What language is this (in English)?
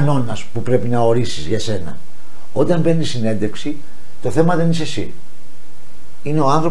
Greek